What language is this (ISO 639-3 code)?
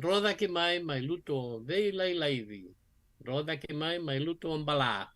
fij